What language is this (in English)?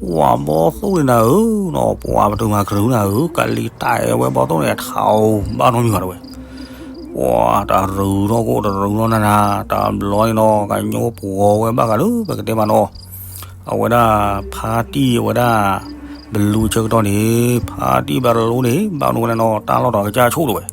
S'gaw Karen